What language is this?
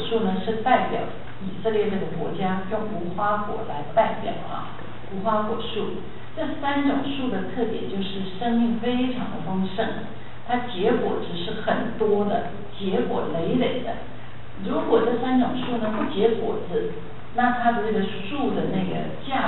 Chinese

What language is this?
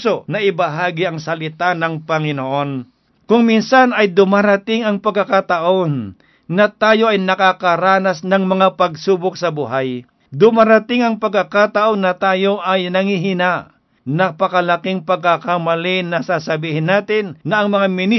Filipino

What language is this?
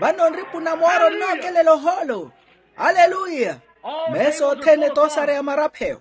Makhuwa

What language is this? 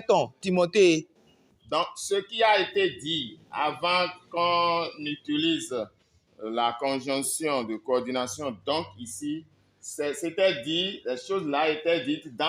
Fon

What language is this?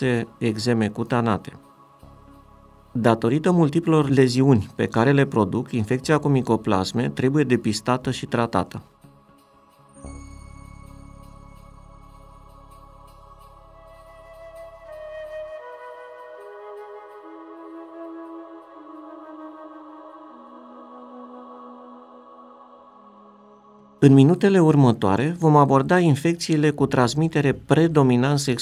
Romanian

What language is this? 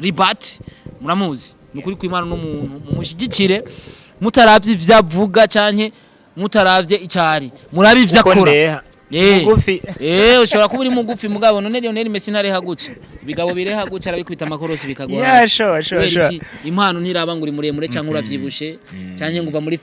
Rundi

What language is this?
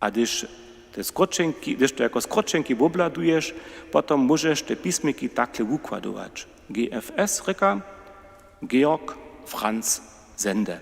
Upper Sorbian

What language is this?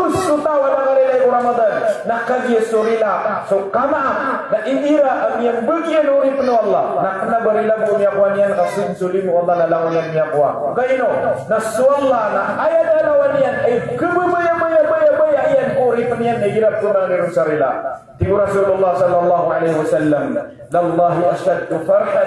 Maranao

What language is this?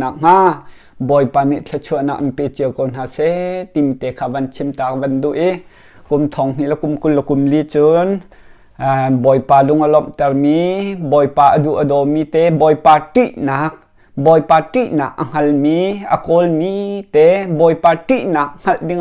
Hakha Chin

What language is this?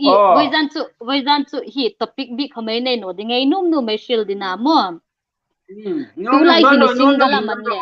Hmar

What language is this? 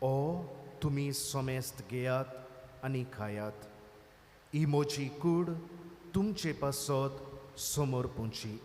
Konkani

